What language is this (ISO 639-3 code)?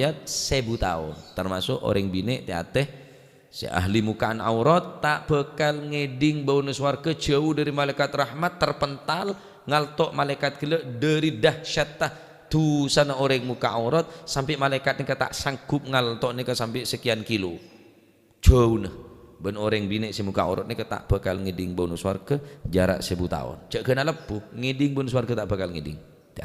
mad